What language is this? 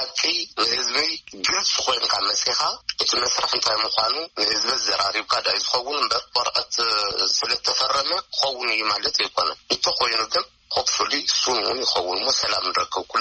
Tigrinya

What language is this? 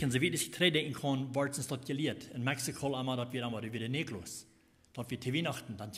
Plautdietsch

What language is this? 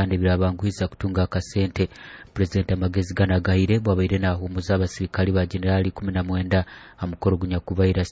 Nyoro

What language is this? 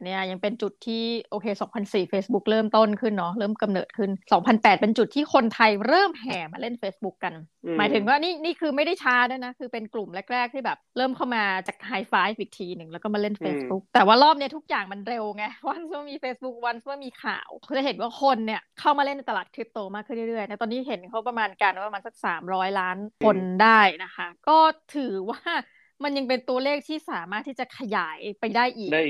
Thai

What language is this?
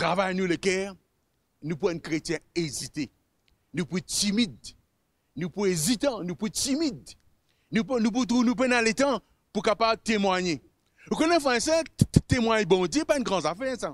Morisyen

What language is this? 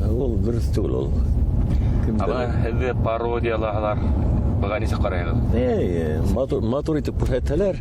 Bashkir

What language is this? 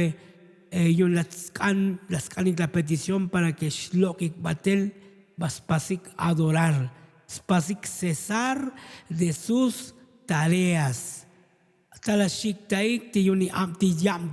Tzotzil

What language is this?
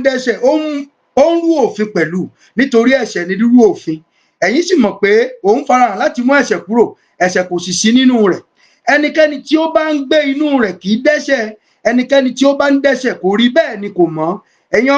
Yoruba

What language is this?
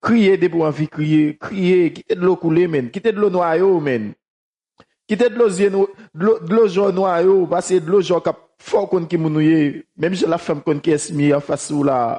Haitian Creole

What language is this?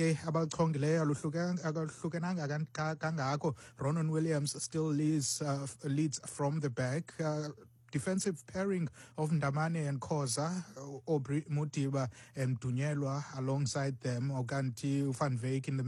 Xhosa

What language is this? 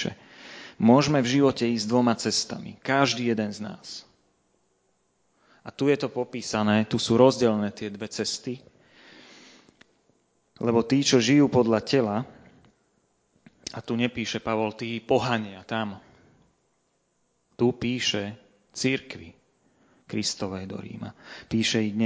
Slovak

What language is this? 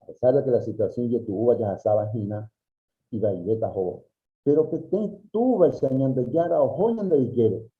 Guarani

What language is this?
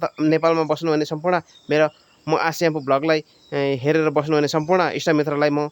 Nepali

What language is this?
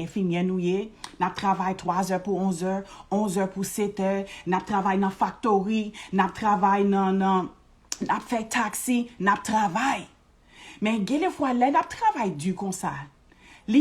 Haitian Creole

